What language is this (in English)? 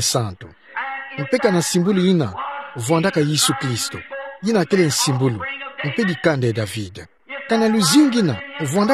Kituba (Democratic Republic of Congo)